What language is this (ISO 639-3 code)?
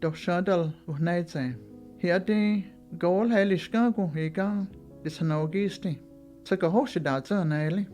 chr